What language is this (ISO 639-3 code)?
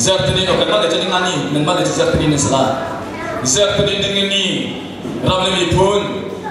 cnh